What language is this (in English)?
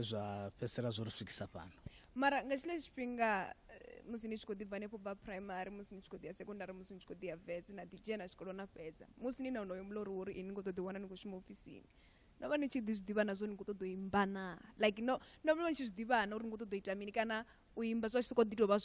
Venda